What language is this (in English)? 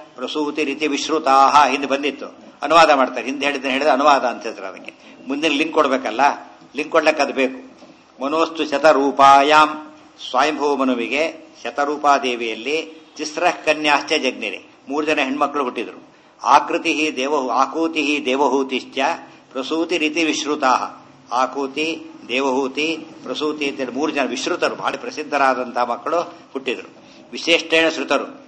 Kannada